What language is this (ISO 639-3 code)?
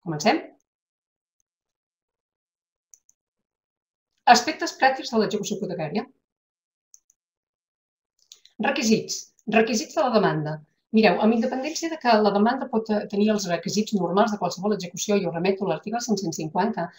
cat